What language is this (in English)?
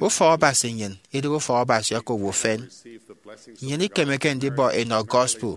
Efik